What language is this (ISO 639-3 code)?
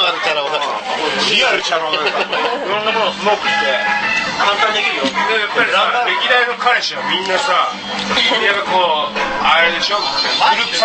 jpn